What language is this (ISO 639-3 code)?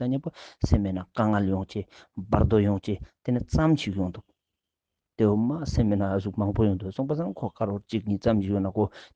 lbj